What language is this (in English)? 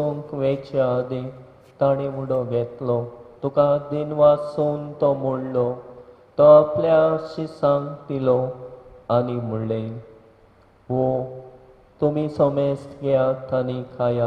Konkani